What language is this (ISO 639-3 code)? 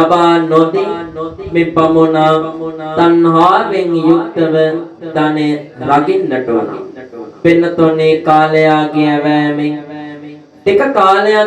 sin